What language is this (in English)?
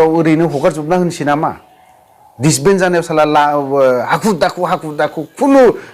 Bodo